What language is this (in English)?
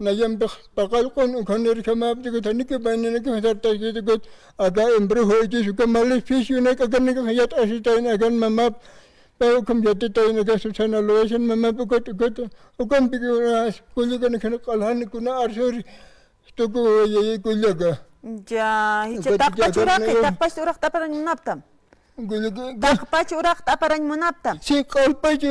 Aymara